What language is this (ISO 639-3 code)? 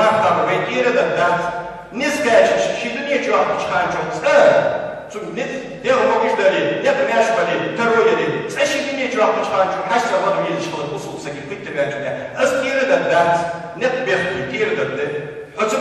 inh